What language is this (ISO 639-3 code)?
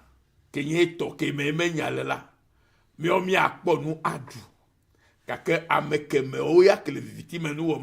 ewe